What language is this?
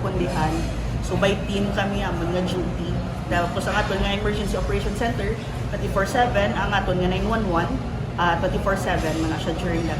Hiligaynon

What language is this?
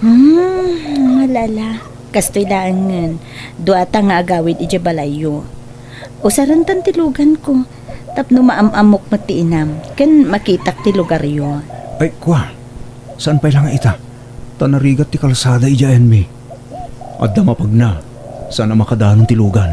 Iloko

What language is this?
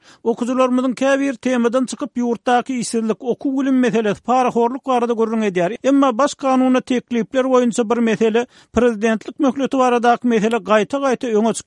Turkmen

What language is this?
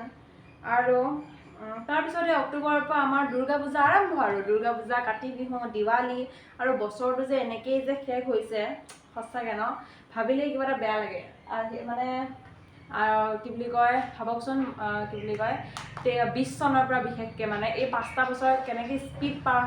Assamese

